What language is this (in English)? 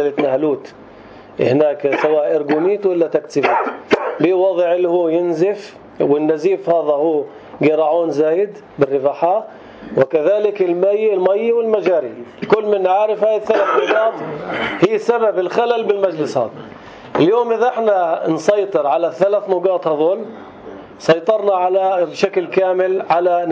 North Levantine Arabic